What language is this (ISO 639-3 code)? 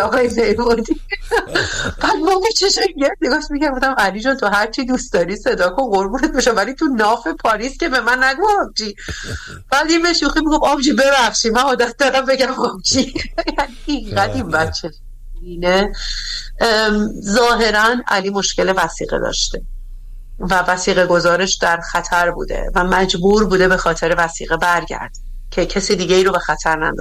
fas